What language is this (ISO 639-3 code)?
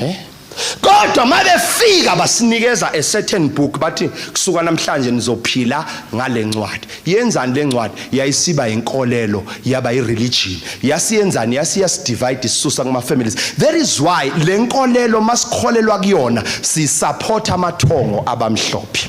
zul